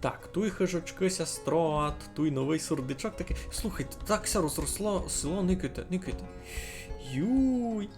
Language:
Rusyn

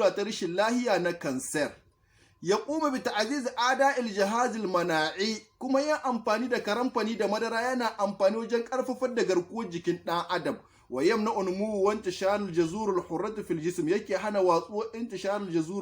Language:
Hausa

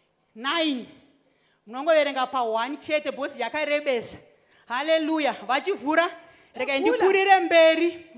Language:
Shona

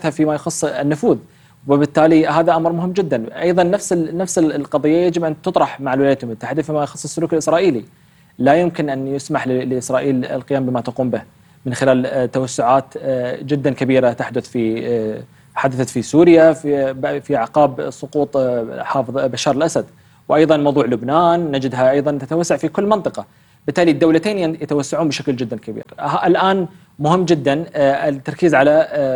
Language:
Arabic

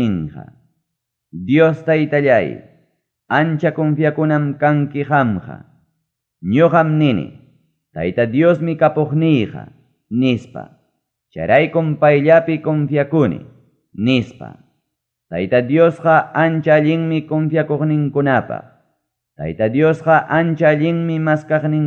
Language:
Ayacucho Quechua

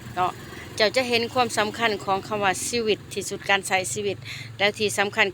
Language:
Lao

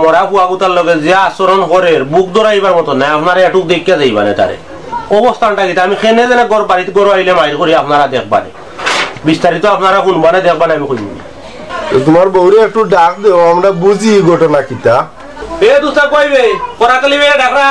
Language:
Sylheti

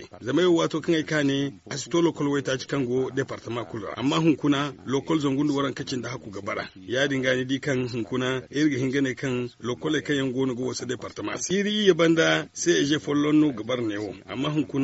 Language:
Zarma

